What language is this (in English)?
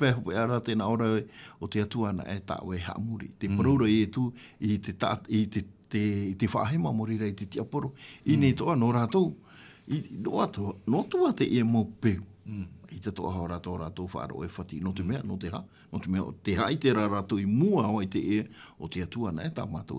Tahitian